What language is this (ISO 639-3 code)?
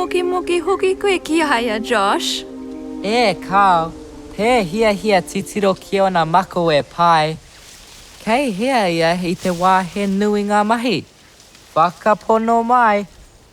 mri